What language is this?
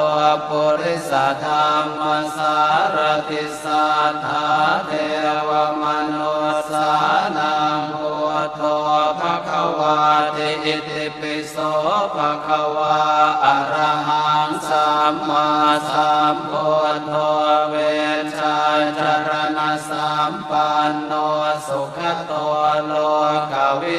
Pali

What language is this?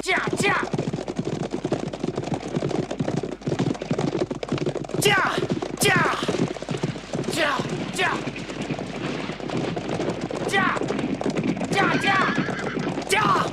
Chinese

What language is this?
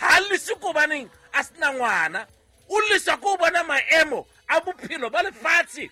Southern Sotho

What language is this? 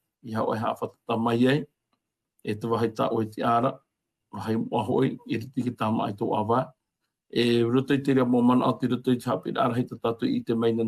Tahitian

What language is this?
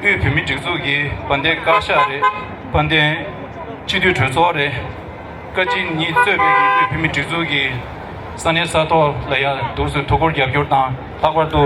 Tibetan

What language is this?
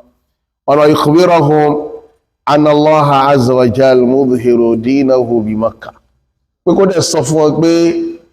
Yoruba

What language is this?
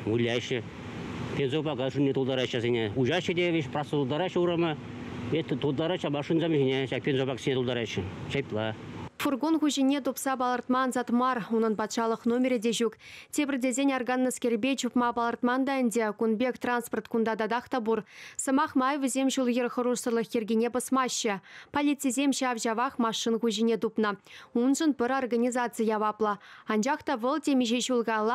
Chuvash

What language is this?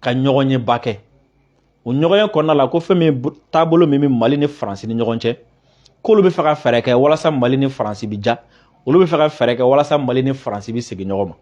Bambara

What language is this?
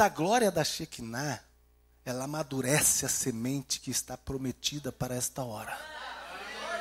Portuguese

